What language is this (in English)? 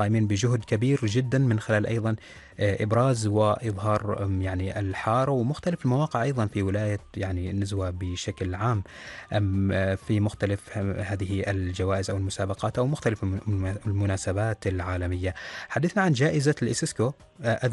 Arabic